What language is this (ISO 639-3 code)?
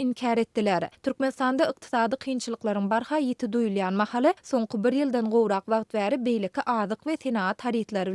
tuk